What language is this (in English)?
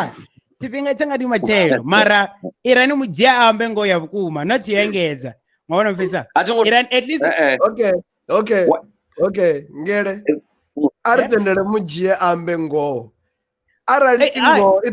Venda